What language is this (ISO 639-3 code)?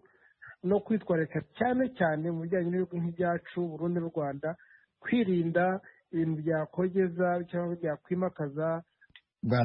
kin